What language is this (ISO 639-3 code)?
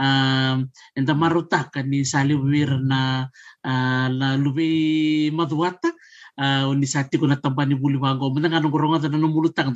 fij